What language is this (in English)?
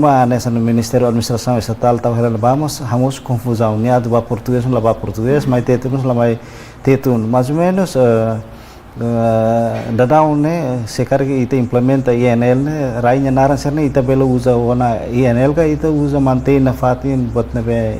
Tetum